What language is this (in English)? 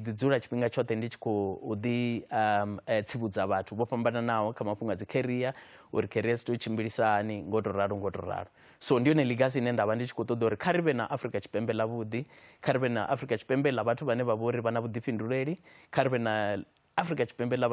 Venda